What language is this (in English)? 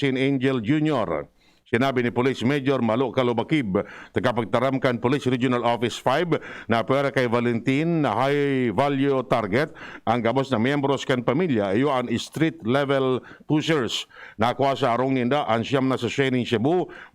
Bikol